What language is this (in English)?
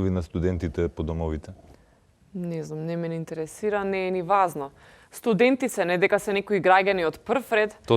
Macedonian